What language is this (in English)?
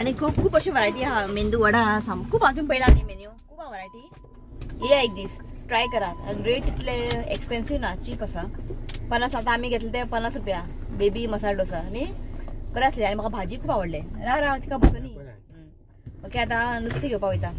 Konkani